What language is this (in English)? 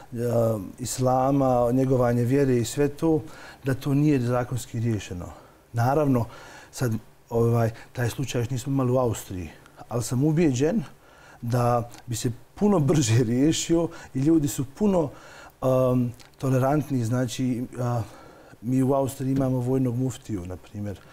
Bosnian